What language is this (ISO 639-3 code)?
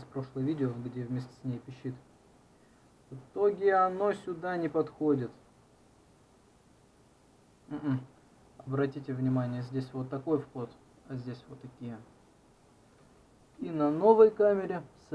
rus